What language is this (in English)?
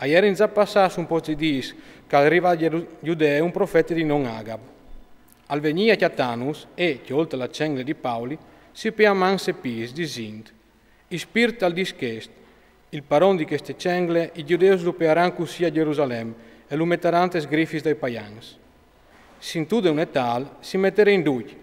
Friulian